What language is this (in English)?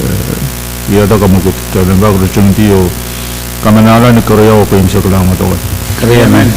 Pohnpeian